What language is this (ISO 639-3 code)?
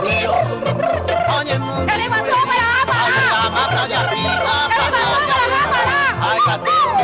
grn